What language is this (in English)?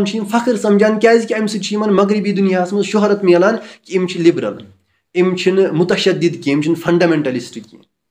Kashmiri